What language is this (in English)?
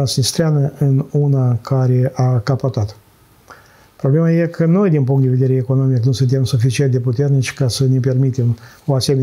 Romanian